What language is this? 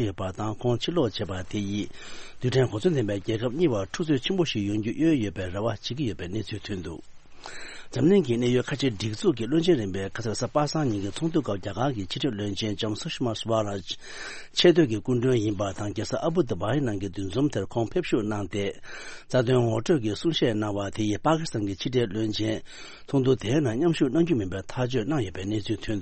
Tibetan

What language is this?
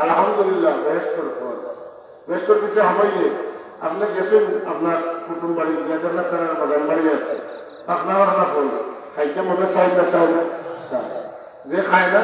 Sylheti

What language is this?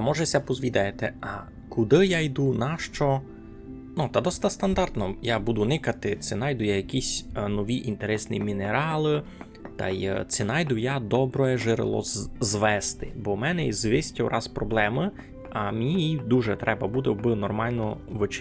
Rusyn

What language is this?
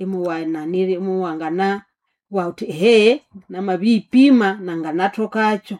Nande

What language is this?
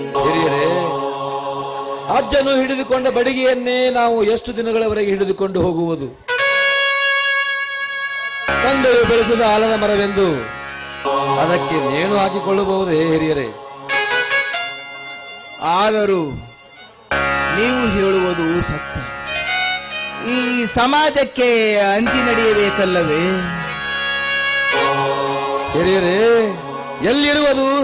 Kannada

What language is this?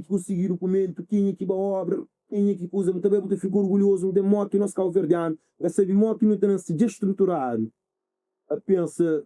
Kabuverdianu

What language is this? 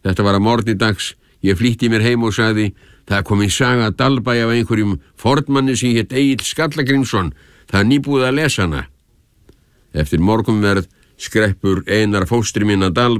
Icelandic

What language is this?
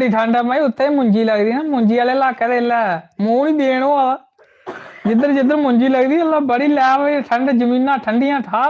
Dogri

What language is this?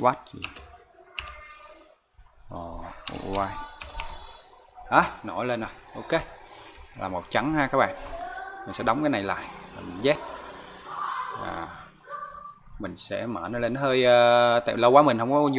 Vietnamese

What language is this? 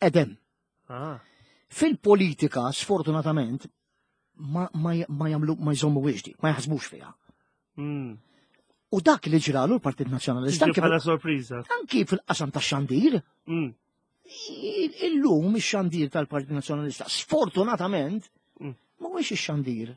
Maltese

